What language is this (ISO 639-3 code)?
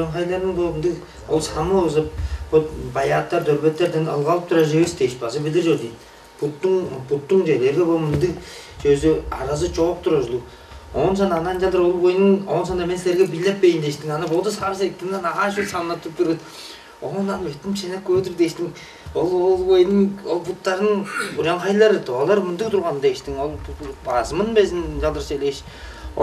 tyv